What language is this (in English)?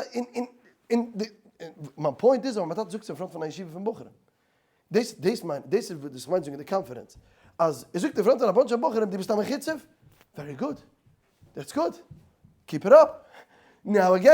Yiddish